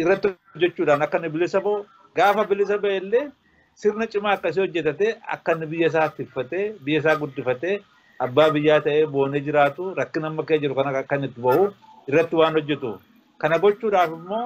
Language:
Oromo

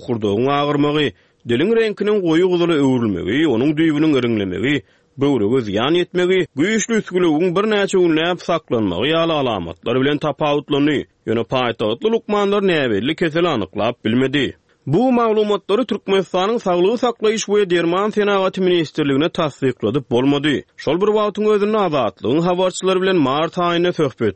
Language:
Turkmen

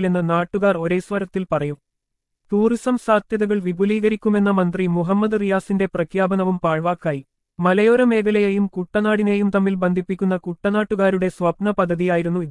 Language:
Malayalam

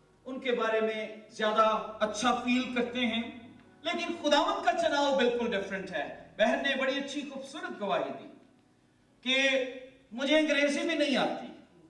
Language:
Urdu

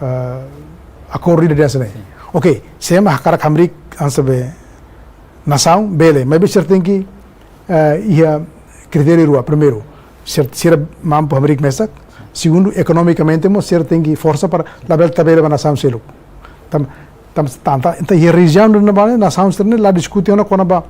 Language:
Tetum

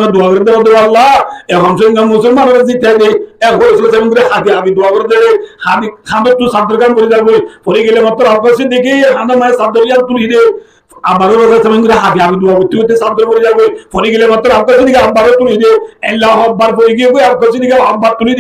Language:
Rohingya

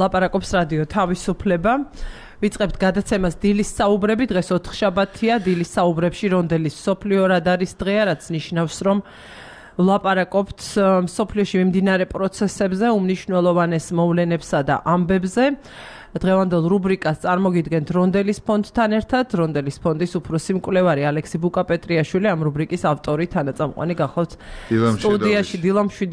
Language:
Georgian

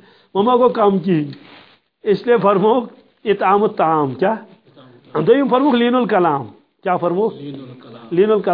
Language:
Kashmiri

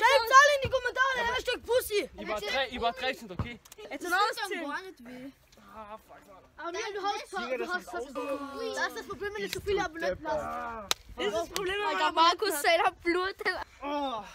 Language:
German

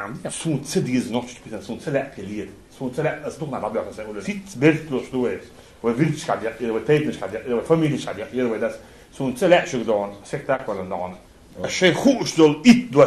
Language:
Chechen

